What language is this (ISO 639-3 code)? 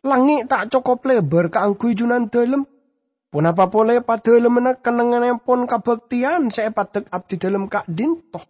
mad